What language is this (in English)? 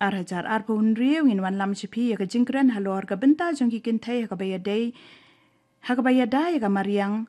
Khasi